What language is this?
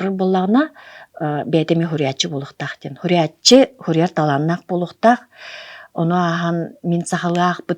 Yakut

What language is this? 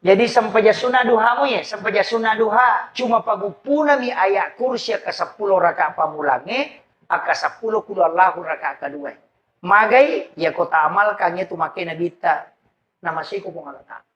Buginese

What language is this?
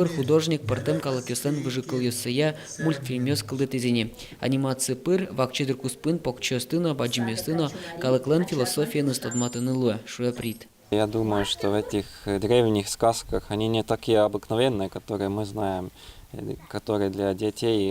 Udmurt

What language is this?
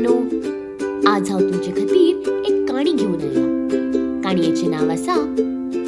Konkani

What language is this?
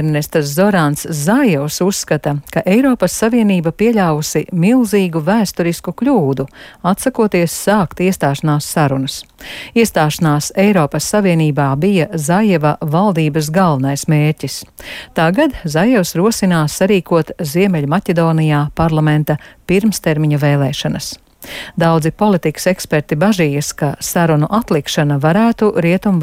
Latvian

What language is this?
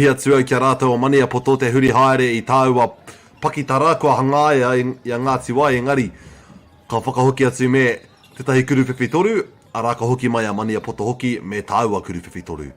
Māori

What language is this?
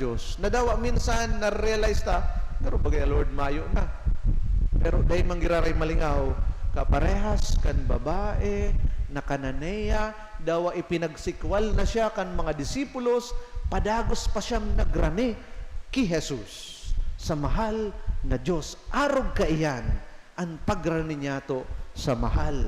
Bikol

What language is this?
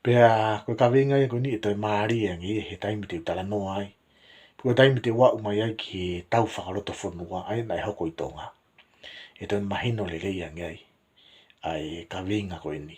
Tongan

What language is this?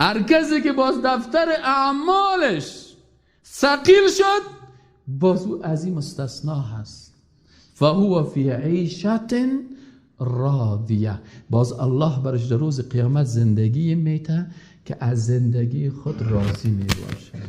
Persian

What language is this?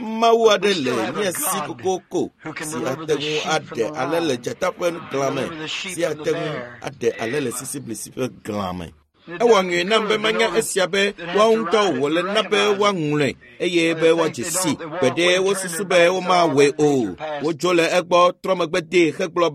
Ewe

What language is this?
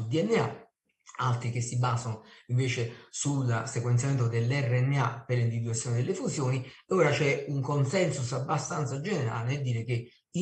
Italian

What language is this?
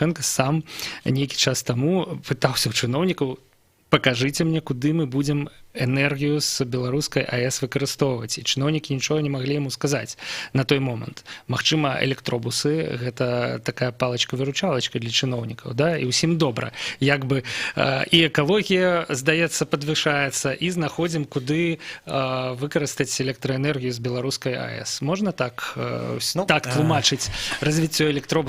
Belarusian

